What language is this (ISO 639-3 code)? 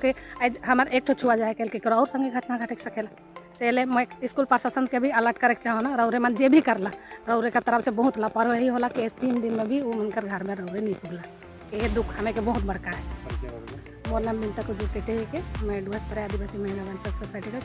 sck